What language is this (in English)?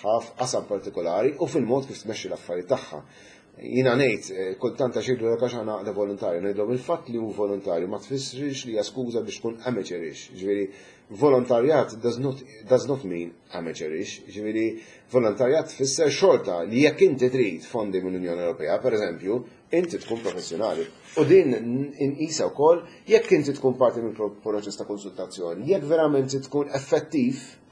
Maltese